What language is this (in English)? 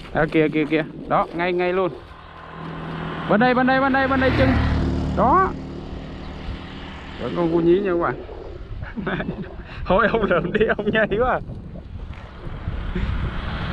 Vietnamese